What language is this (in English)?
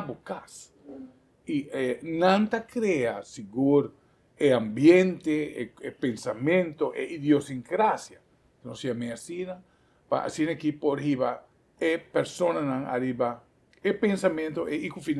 Papiamento